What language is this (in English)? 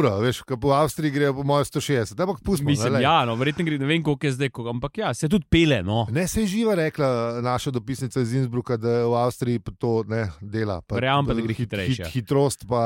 Slovenian